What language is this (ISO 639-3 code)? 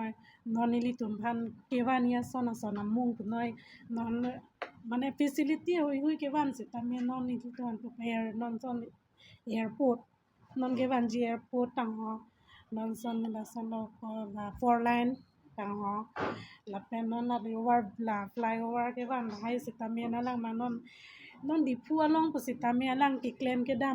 mjw